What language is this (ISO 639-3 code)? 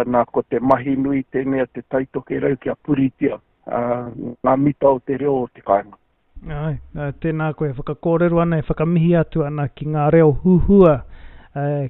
mri